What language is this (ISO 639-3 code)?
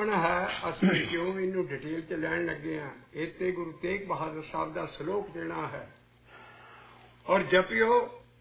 pan